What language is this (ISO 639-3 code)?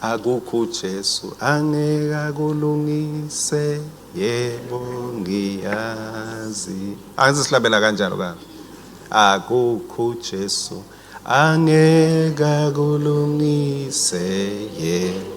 ssw